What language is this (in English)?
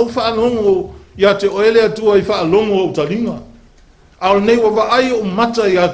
Samoan